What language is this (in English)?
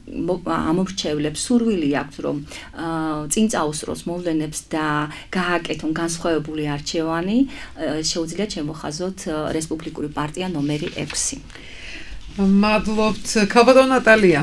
Georgian